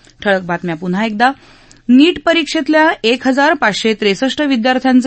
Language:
Marathi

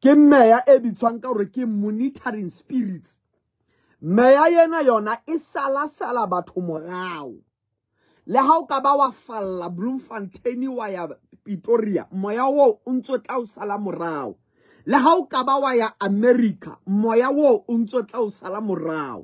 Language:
Southern Sotho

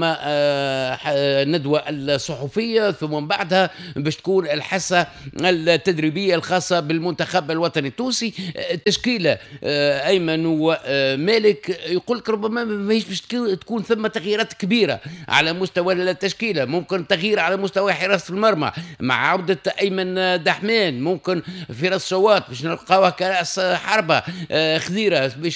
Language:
Tunisian Arabic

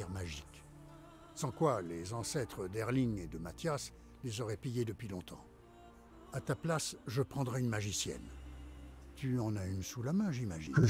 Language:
French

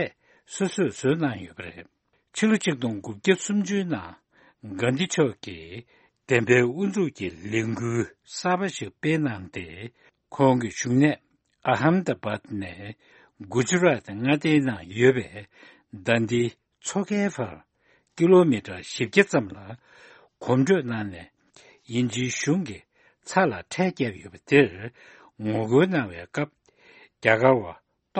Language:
Tibetan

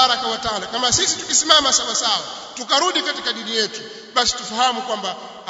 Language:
Swahili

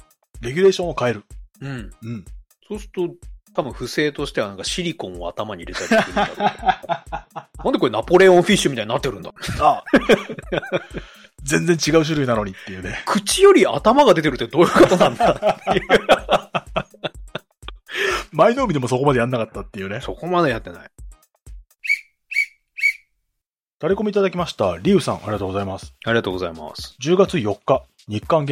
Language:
Japanese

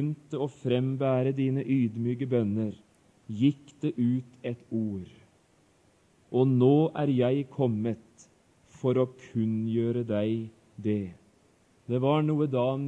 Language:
Norwegian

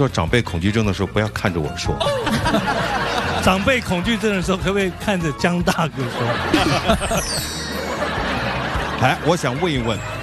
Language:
Chinese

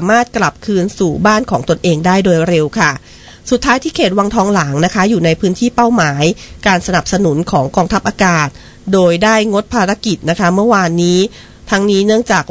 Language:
Thai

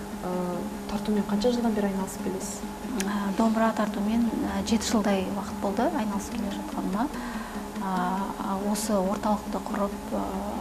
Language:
Kazakh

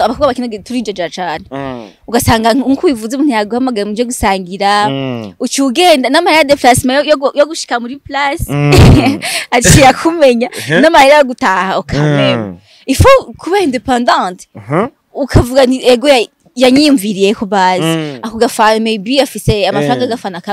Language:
Rundi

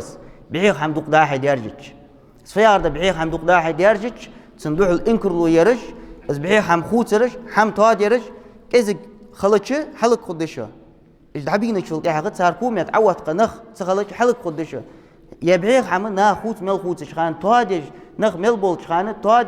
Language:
Ingush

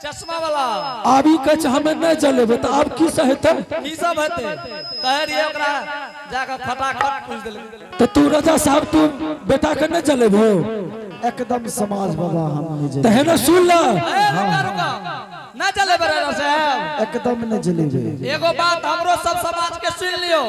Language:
Angika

